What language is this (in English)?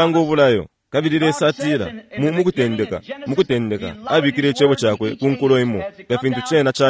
Bemba